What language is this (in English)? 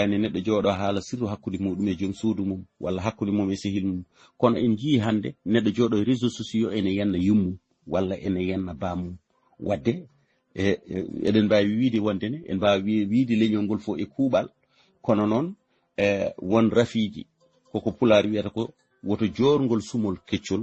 Fula